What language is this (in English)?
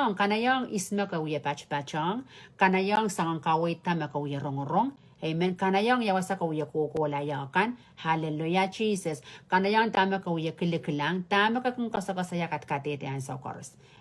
Pohnpeian